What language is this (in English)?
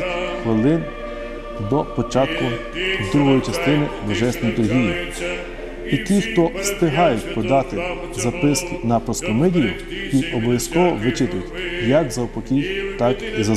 Ukrainian